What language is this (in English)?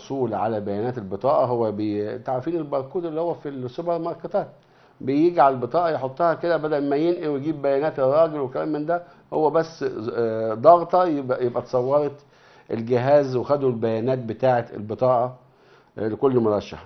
Egyptian Arabic